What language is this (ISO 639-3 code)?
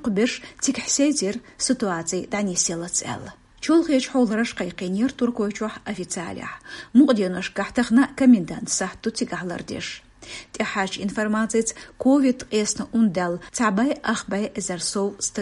che